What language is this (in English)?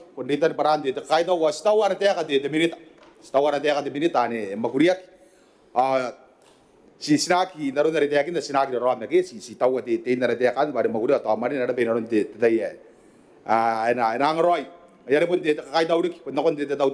Gilbertese